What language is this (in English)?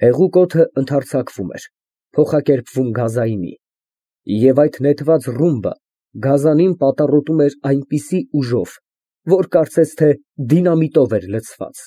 Armenian